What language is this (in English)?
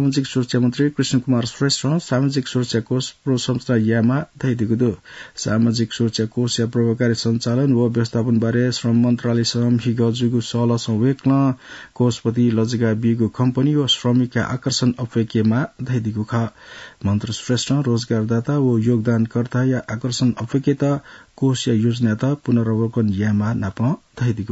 Newari